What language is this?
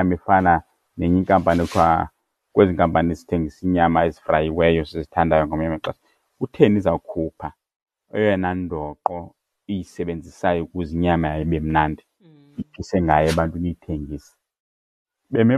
Xhosa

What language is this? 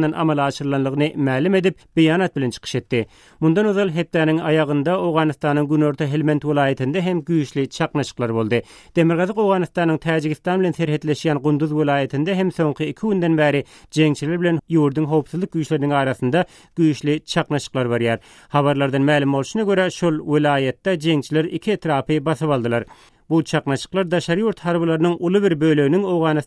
Turkmen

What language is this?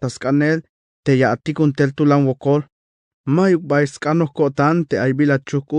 Tzeltal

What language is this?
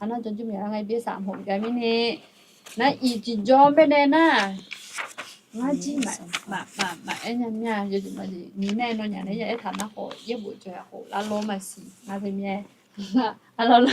Akha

